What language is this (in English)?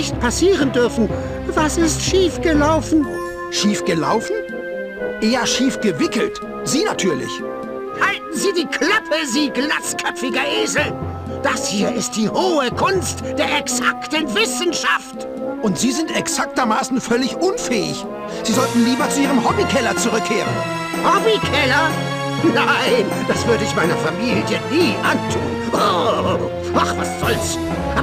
Bavarian